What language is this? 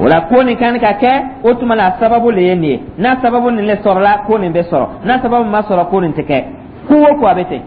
Dyula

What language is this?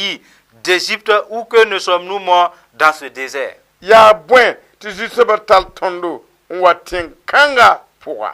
Mossi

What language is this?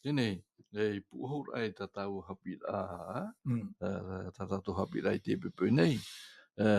Tahitian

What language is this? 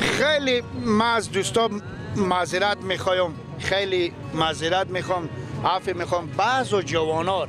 Persian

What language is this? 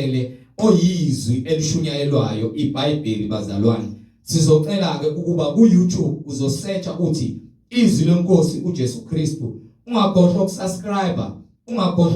Zulu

